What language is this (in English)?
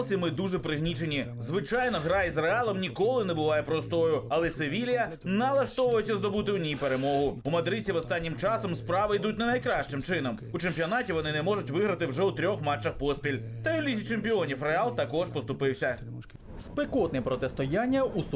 Ukrainian